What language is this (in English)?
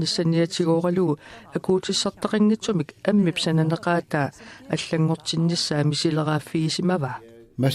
Kalaallisut